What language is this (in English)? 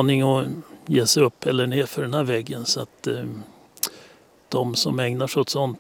Swedish